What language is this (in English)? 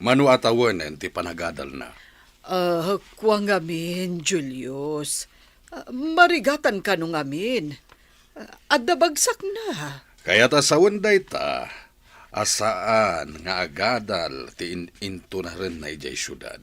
Iloko